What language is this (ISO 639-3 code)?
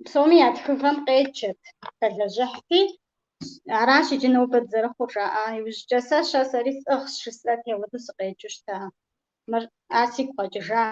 kbd